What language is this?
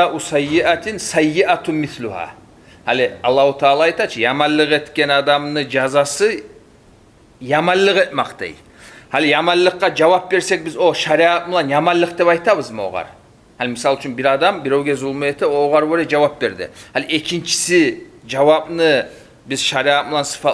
Kumyk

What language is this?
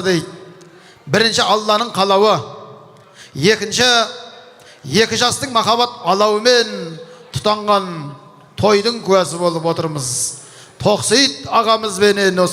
Kazakh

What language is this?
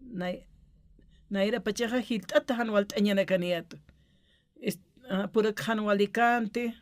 Aymara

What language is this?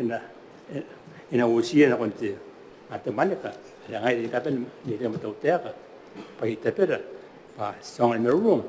Gilbertese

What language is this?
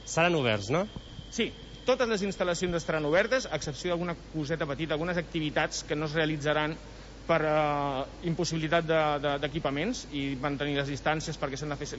Catalan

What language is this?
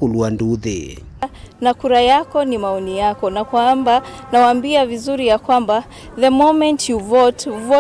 Kamba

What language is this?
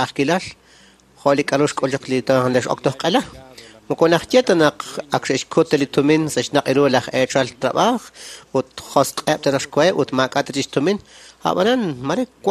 Kekchí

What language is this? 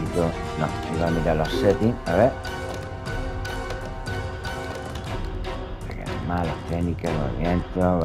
Spanish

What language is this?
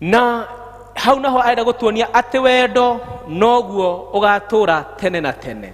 Kikuyu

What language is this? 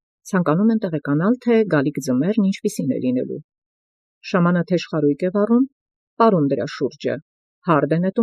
Armenian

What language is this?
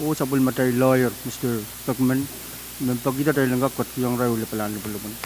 Pohnpeian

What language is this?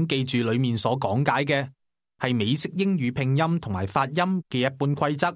Cantonese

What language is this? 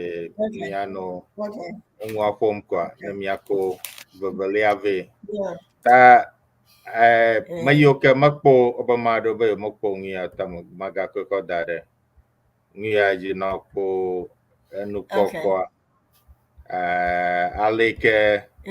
Ewe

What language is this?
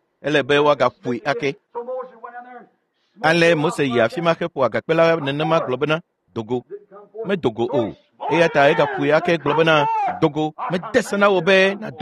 Ewe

